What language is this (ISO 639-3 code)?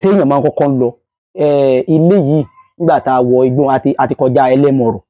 yor